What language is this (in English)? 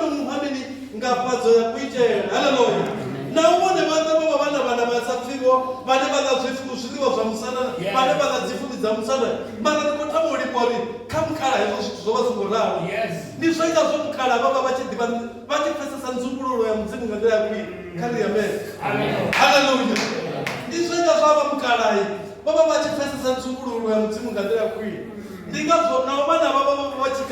Venda